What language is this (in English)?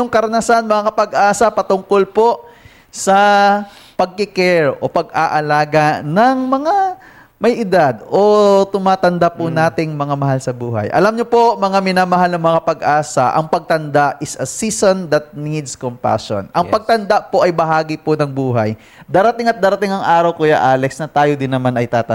Filipino